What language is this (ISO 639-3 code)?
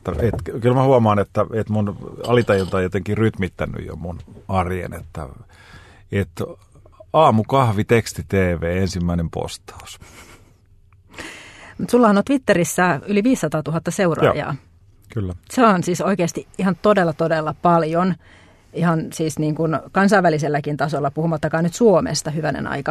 fin